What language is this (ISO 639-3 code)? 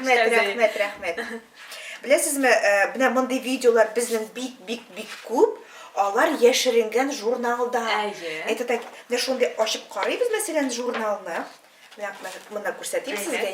tat